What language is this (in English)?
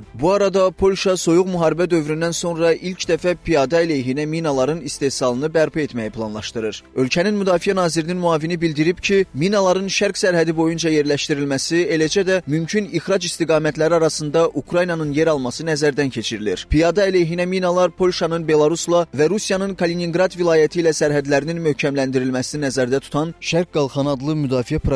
Azerbaijani